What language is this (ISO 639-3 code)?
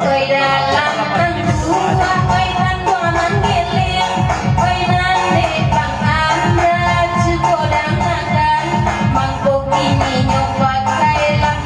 min